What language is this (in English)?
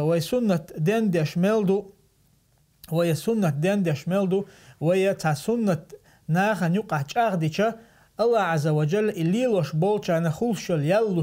Chechen